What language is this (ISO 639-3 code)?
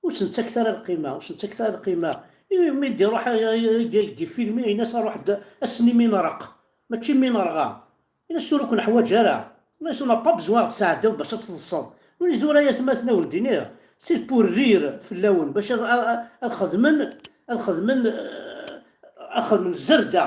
kab